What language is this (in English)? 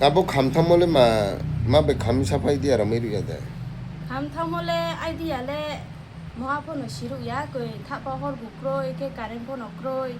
Riang (India)